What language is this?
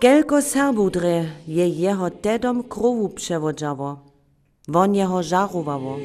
Upper Sorbian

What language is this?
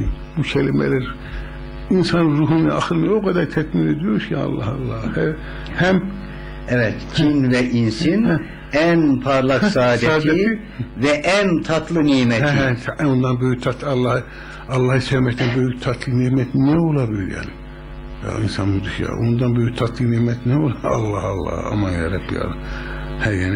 Turkish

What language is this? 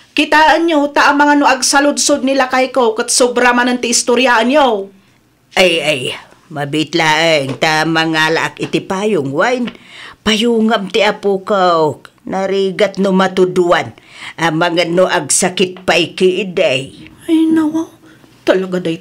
Iloko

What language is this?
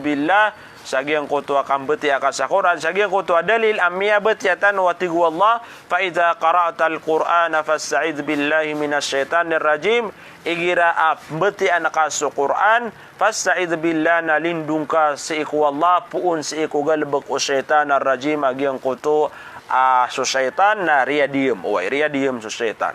Maranao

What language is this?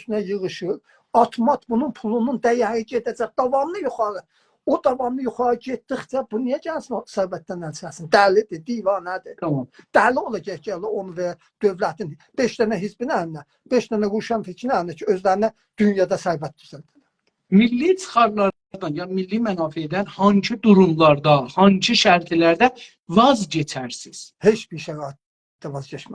South Azerbaijani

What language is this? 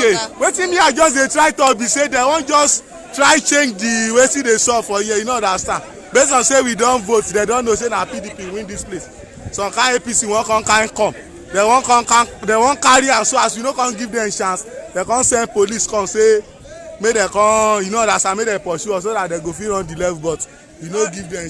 Nigerian Pidgin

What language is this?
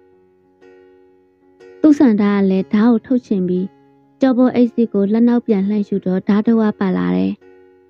Burmese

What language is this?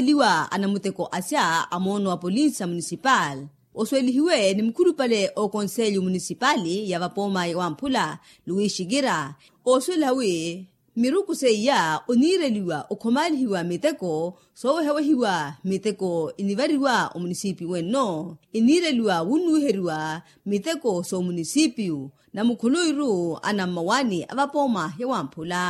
Makhuwa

